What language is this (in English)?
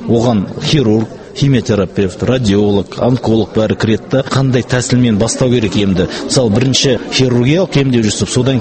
Kazakh